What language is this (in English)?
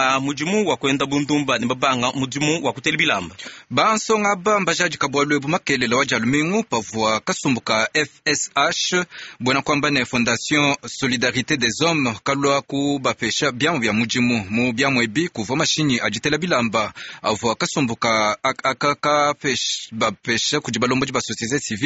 Luba-Lulua